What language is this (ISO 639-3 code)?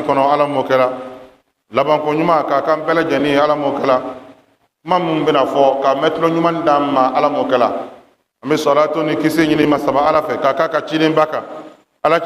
bam